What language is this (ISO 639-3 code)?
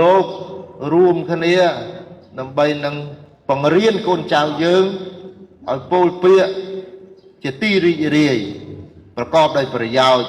khm